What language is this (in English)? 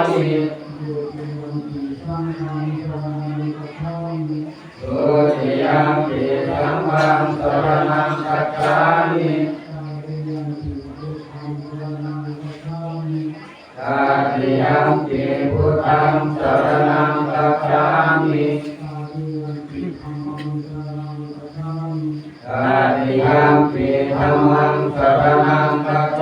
Pali